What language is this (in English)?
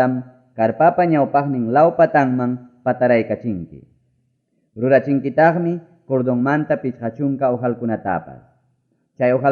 Ayacucho Quechua